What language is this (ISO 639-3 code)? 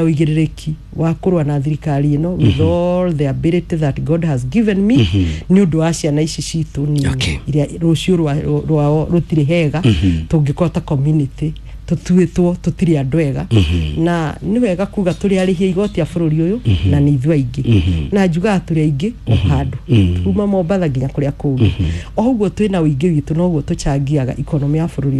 kik